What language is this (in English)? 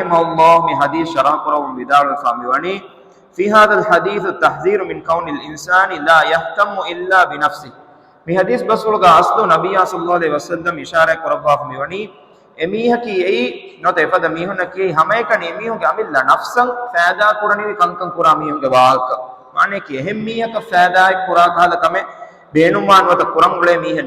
Divehi